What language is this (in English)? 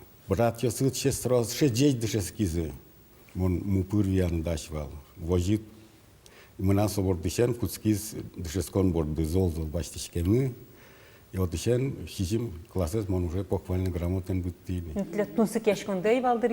Udmurt